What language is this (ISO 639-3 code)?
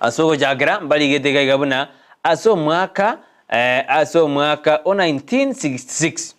guz